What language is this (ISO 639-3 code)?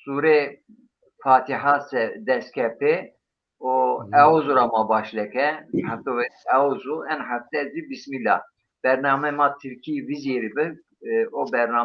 zza